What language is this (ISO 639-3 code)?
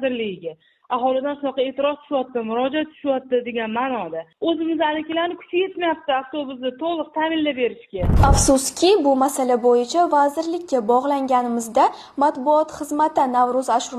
uzb